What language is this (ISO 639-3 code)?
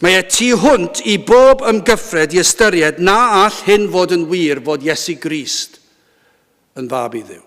cym